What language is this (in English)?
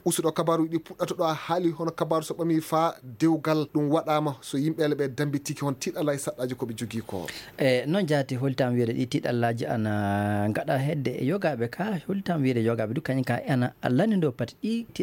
Fula